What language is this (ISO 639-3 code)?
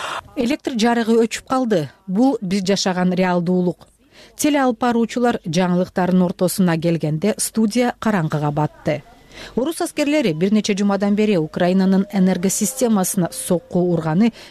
kir